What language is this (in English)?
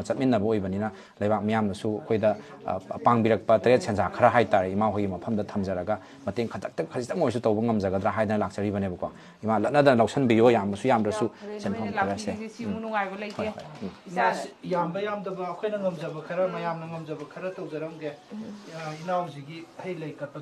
Manipuri